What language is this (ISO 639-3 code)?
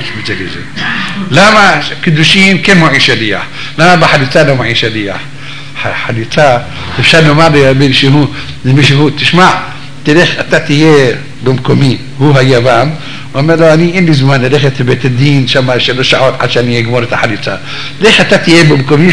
heb